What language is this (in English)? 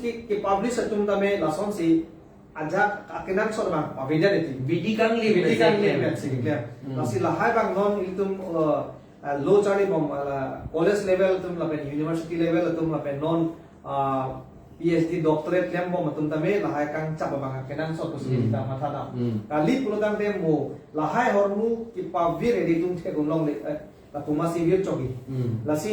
Karbi